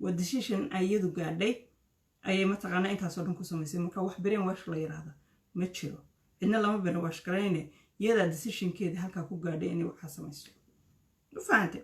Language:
Somali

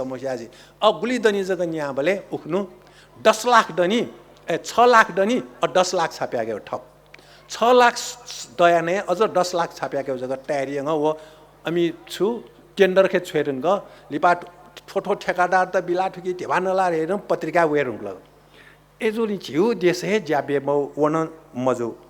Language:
Newari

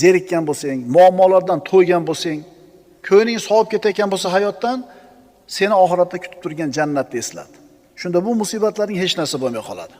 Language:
Uzbek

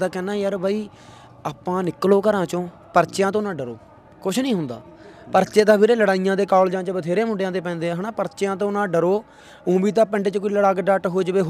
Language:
Punjabi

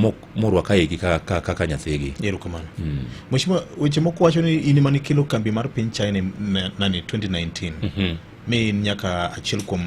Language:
Luo (Kenya and Tanzania)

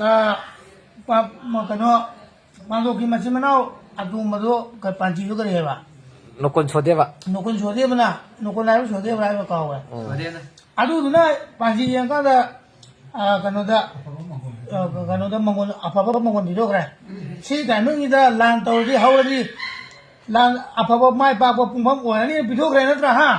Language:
Manipuri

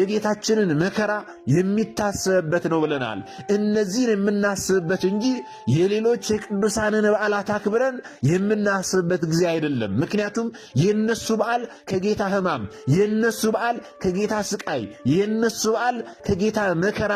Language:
Amharic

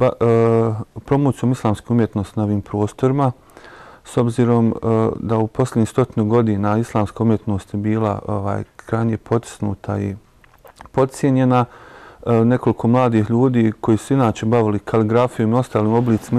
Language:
Bosnian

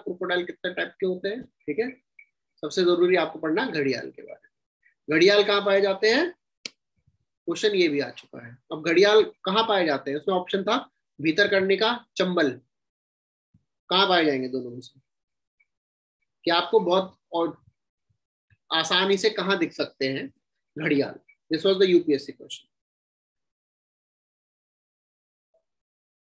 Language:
Hindi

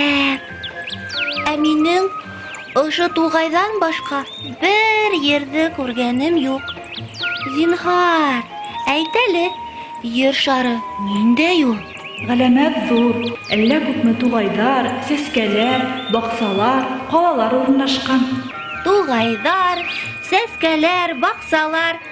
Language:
Bashkir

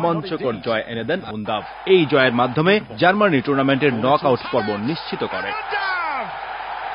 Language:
Bangla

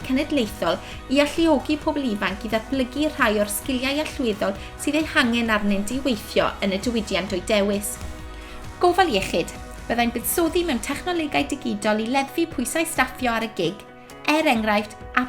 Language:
Welsh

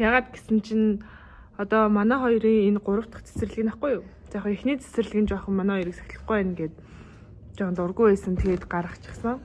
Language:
Mongolian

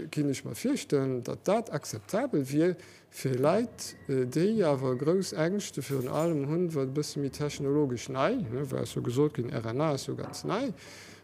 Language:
Luxembourgish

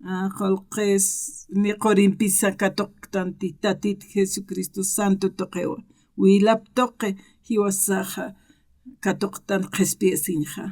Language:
Aymara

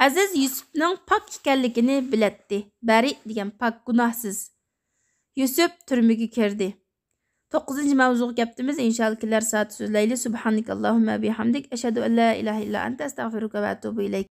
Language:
Uyghur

